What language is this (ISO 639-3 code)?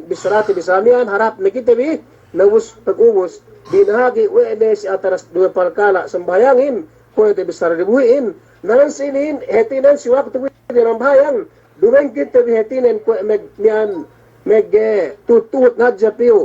yka